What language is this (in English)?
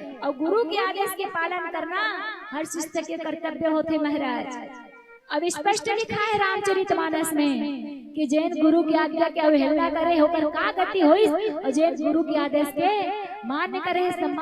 Chhattisgarhi